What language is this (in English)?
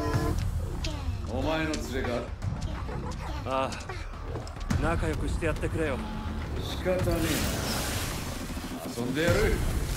Japanese